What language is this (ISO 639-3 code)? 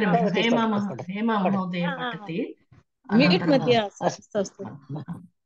san